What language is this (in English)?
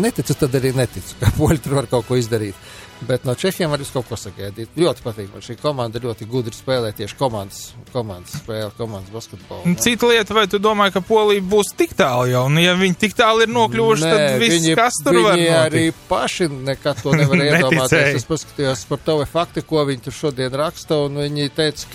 Latvian